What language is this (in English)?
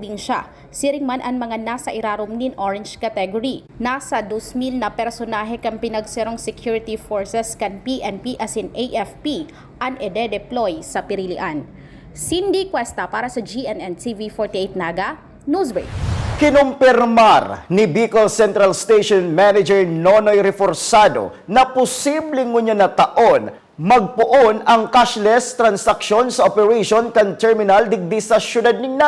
Bikol